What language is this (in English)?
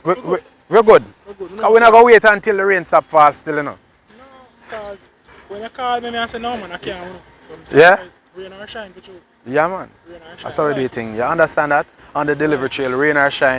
Jamaican Creole English